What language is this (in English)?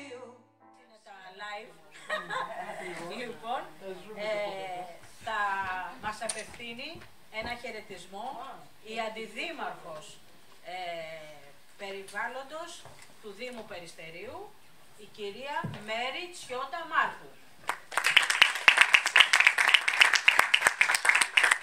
Greek